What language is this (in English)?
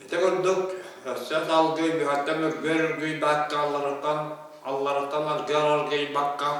Yakut